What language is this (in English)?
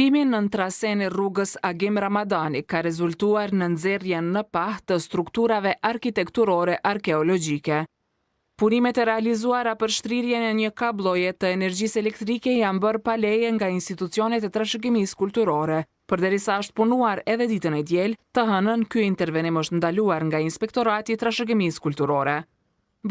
Albanian